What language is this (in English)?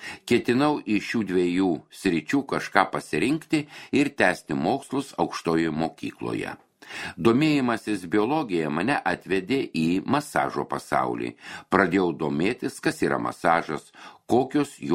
Lithuanian